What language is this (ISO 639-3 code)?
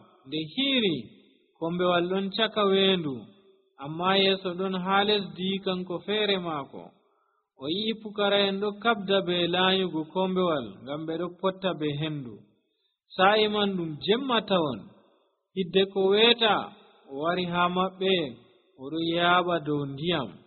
fuv